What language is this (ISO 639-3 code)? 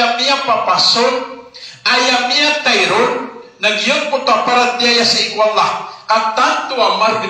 mrw